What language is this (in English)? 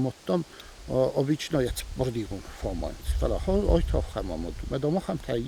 Ossetic